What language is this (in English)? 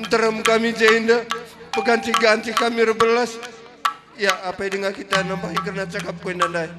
Batak Karo